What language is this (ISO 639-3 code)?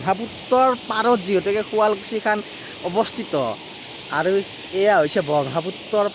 asm